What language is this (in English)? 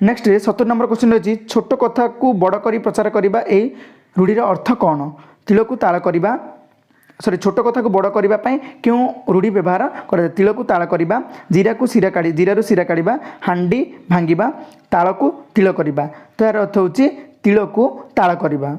Odia